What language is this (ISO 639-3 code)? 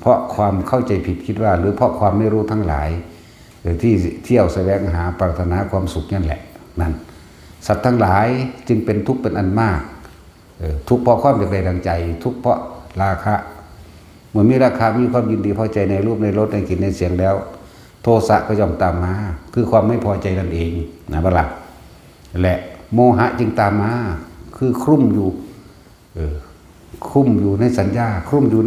tts